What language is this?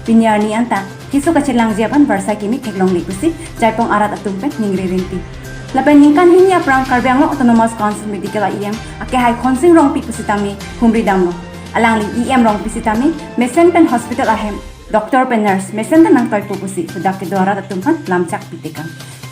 Karbi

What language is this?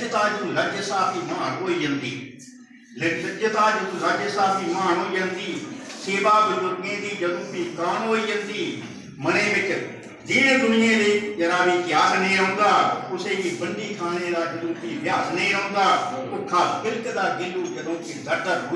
Dogri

